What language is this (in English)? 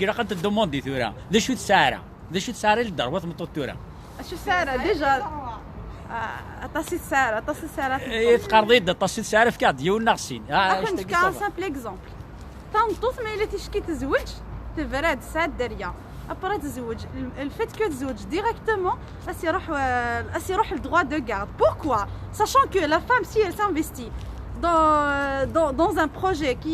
Kabyle